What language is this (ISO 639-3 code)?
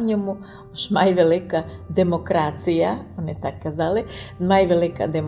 rue